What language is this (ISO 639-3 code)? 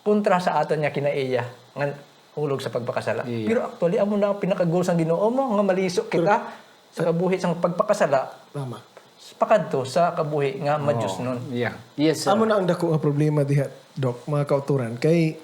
hil